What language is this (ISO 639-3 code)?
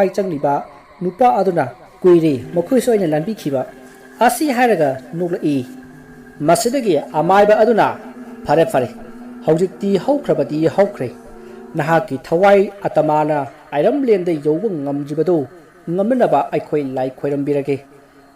mni